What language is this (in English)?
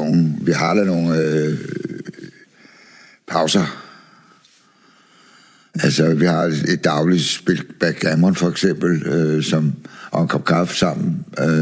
Danish